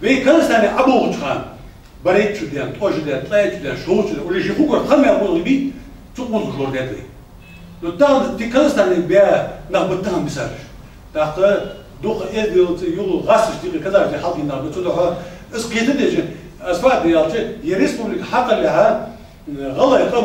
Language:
Ingush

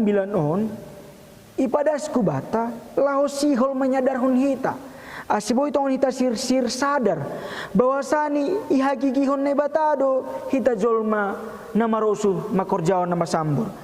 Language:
Batak Simalungun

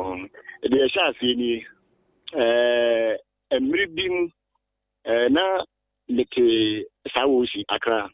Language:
Akan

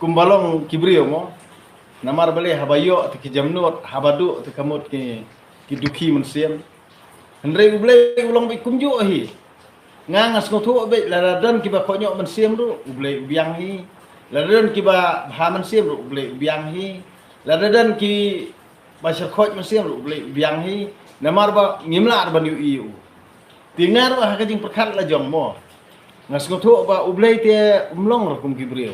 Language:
Khasi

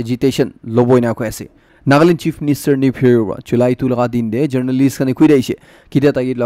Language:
Naga Pidgin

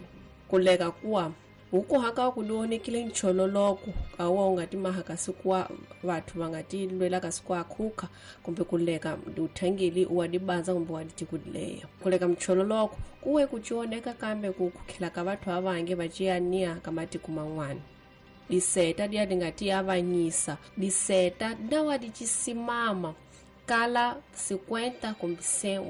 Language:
Tsonga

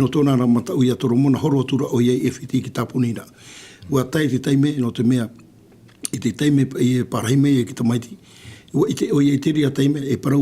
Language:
Tahitian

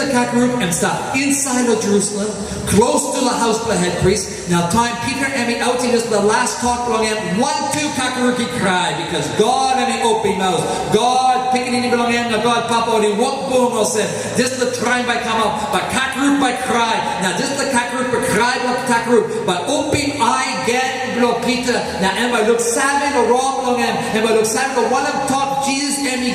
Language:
Tok Pisin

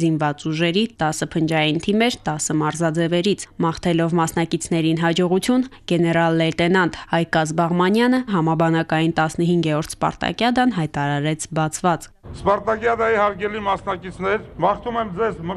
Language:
Armenian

